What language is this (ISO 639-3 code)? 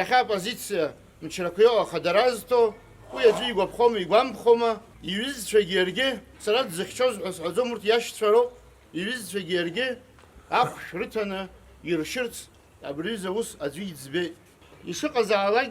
abk